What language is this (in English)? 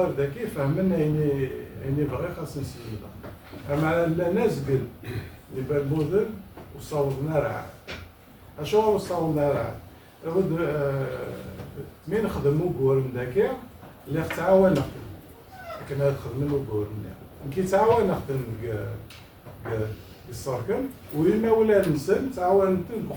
Kabyle